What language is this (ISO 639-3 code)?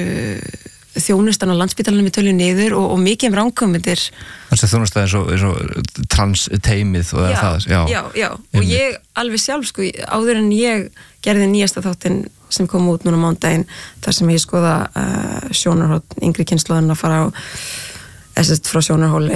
isl